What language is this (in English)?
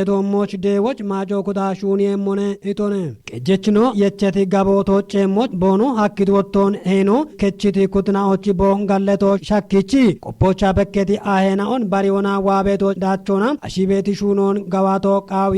Kafa